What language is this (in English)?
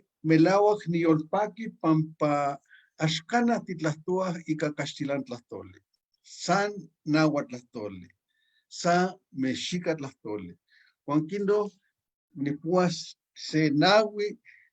Eastern Huasteca Nahuatl